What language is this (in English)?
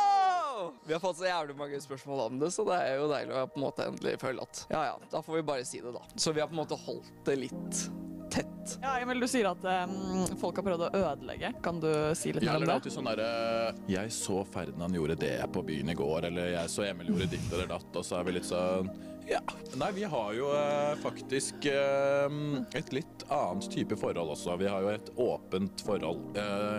Norwegian